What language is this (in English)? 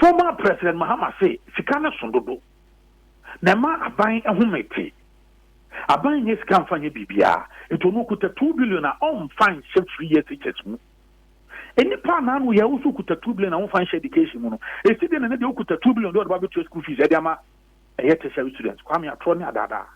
Akan